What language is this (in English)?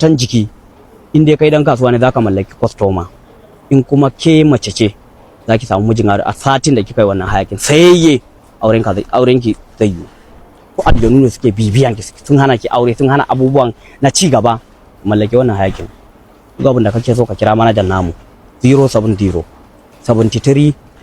Hausa